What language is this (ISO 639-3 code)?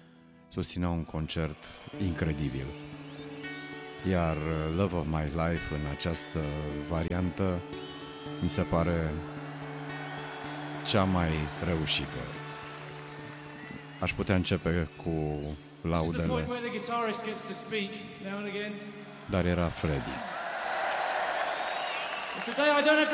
ron